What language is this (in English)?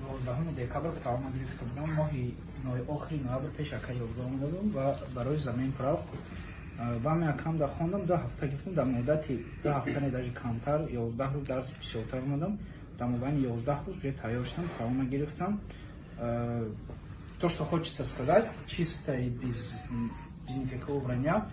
Tajik